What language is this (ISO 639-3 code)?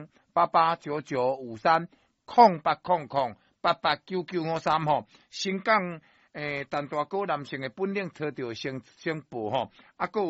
nan